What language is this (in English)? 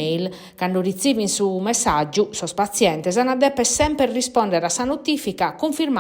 Sardinian